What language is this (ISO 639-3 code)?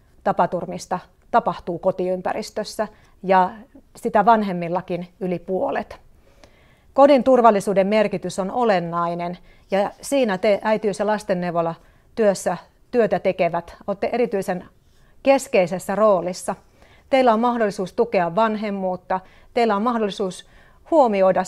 fin